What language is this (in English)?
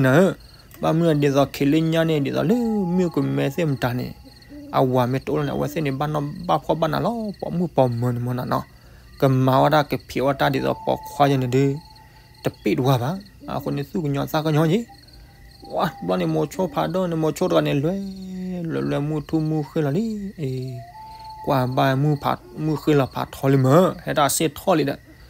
S'gaw Karen